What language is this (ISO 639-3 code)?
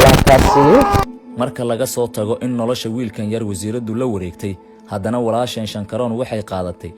som